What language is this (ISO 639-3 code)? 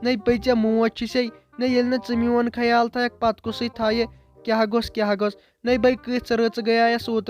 kas